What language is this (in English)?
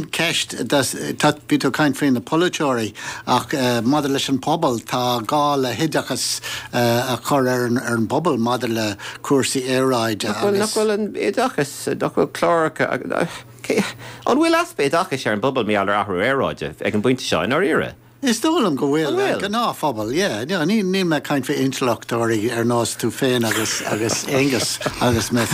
Irish